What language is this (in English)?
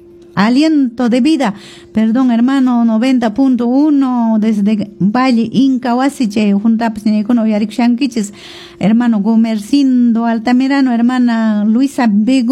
Quechua